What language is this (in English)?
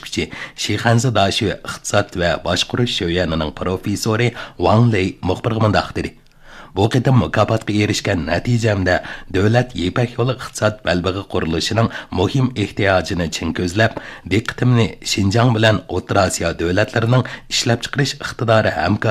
Uyghur